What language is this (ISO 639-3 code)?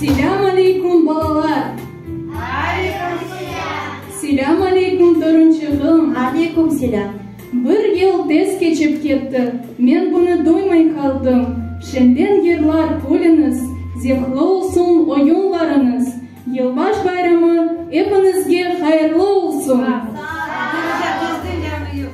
crh